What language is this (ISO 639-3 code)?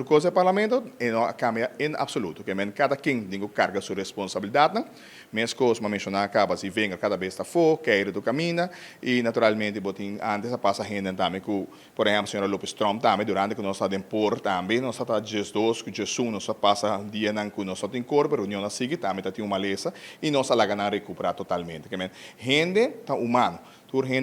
pap